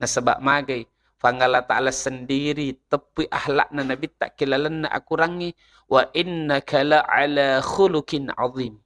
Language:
Buginese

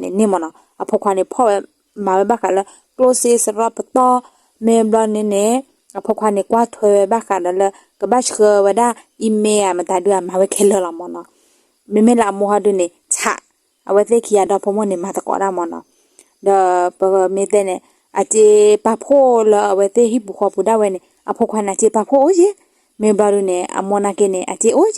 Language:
S'gaw Karen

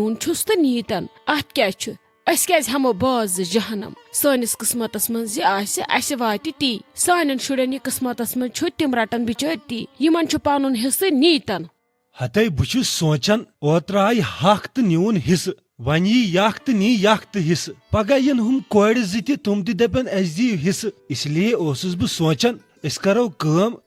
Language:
Kashmiri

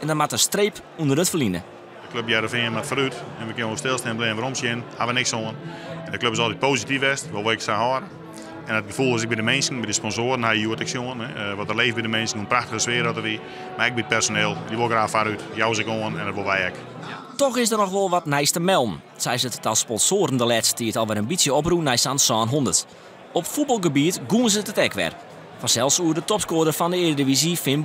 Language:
Western Frisian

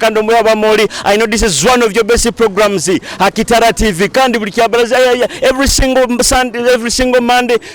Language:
Nyoro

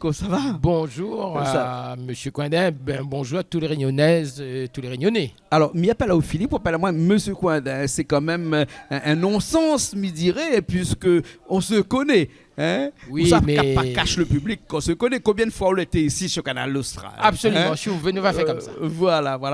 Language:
Réunion Creole French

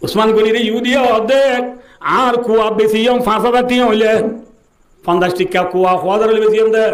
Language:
Rohingya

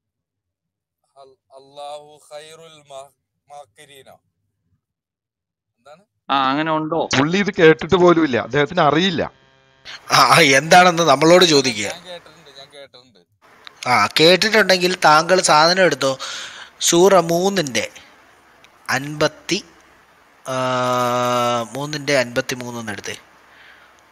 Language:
Malayalam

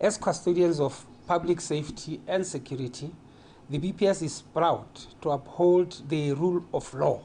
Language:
Tswana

